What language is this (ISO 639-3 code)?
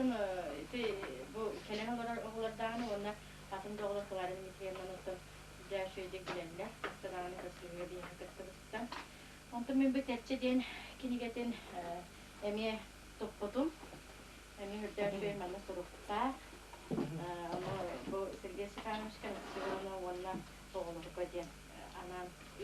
sah